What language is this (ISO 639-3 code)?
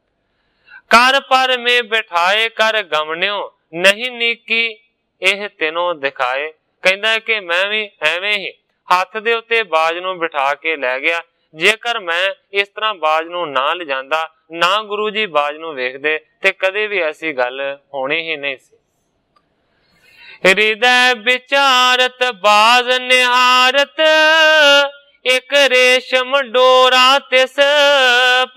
pan